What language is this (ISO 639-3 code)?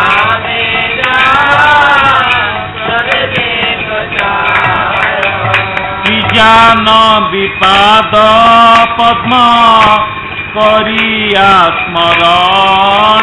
ori